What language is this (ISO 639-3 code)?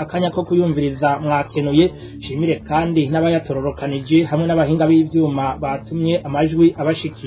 run